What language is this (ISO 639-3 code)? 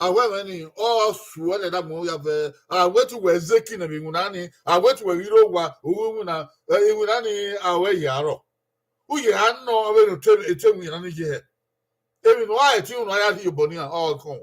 bin